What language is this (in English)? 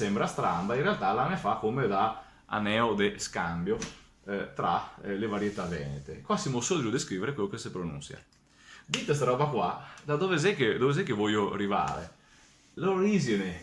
Venetian